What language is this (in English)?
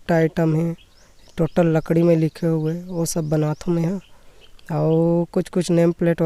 Chhattisgarhi